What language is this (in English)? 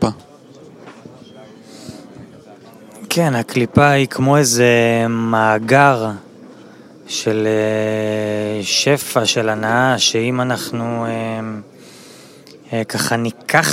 Hebrew